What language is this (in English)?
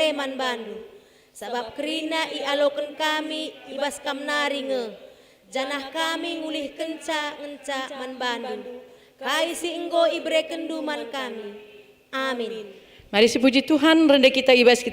Batak Karo